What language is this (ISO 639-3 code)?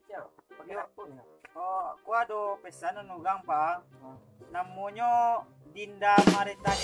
min